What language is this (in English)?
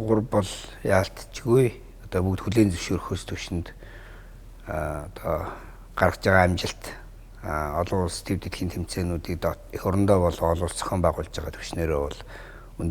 Mongolian